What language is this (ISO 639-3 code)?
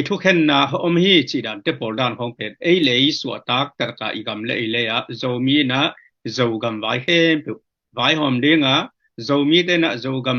ctd